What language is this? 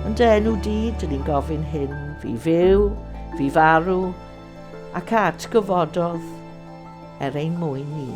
Welsh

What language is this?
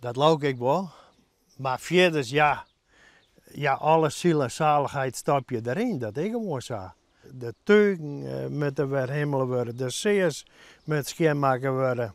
Western Frisian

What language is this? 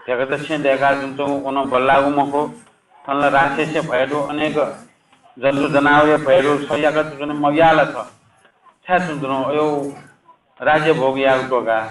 Newari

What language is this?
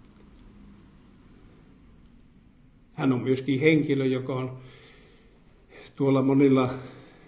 Finnish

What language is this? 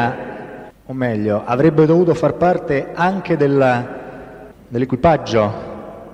Italian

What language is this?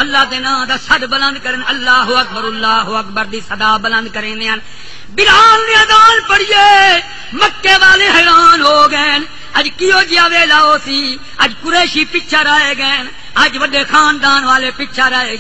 Saraiki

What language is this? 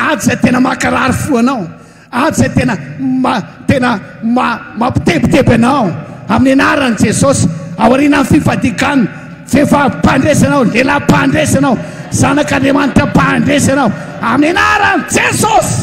Malagasy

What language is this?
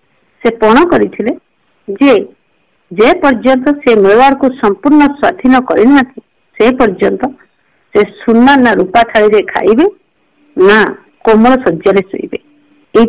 Odia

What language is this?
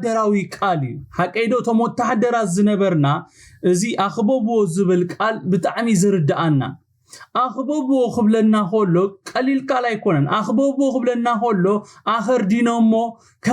Tigrinya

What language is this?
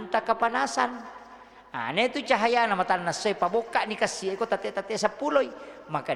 Buginese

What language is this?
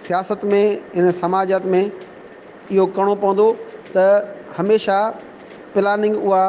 Sindhi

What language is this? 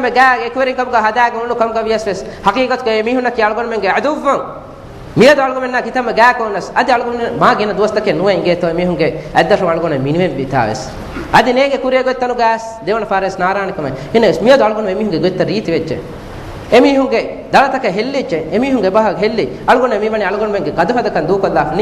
Divehi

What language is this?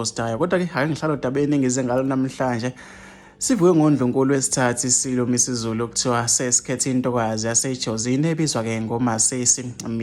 Zulu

